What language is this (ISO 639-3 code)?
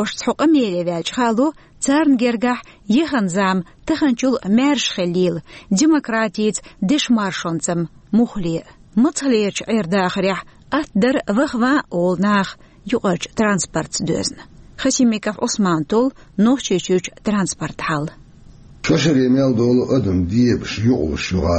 che